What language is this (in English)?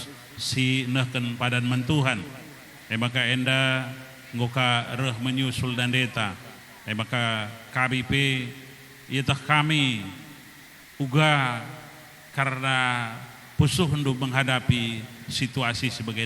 Batak Karo